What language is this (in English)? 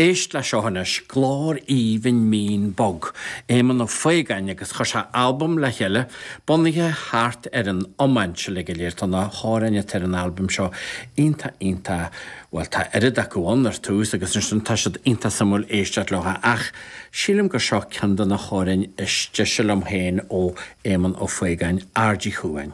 Irish